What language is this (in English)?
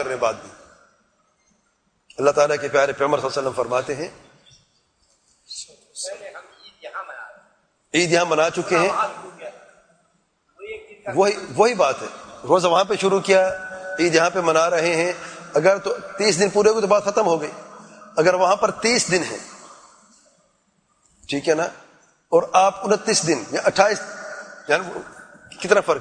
Urdu